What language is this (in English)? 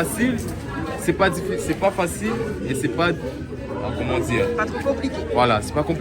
Réunion Creole French